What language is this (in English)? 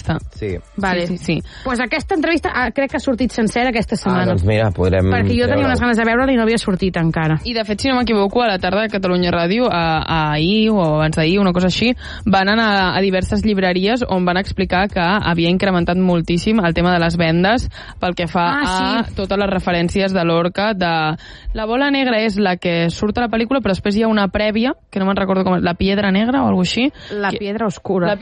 Catalan